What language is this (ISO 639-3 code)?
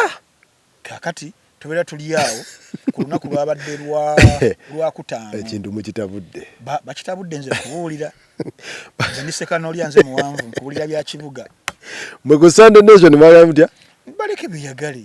lug